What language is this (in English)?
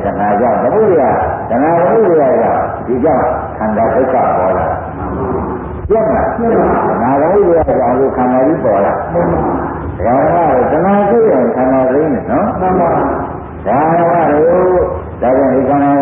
Burmese